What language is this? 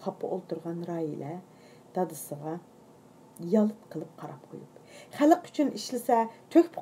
Uyghur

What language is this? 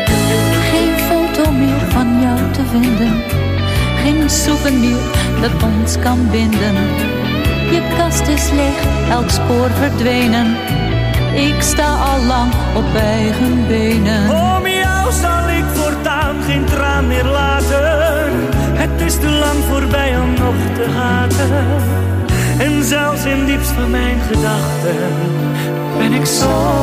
Dutch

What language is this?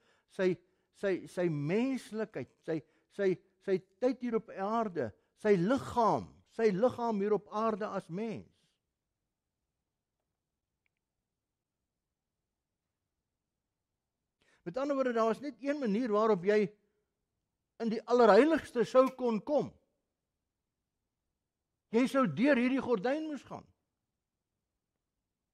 Afrikaans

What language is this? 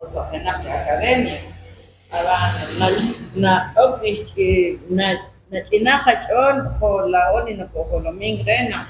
Kekchí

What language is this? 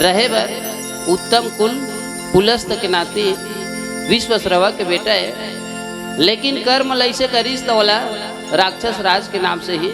Chhattisgarhi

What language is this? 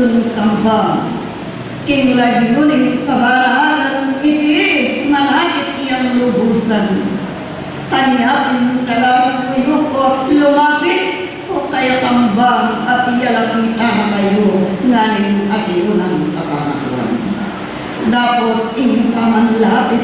Pampanga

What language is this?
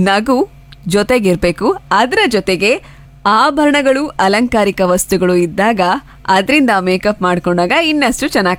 Kannada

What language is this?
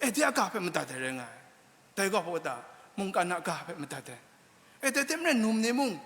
Kachin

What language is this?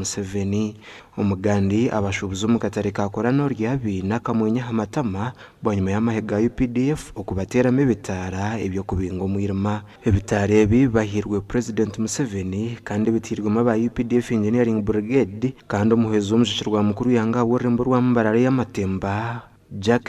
Nyankole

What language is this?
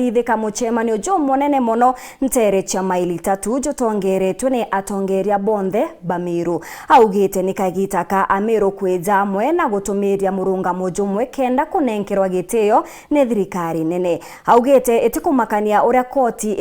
Meru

